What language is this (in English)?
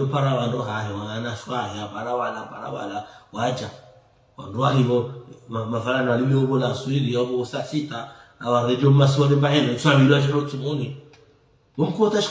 Ngazidja Comorian